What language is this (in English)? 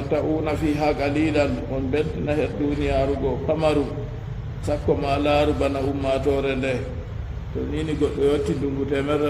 Fula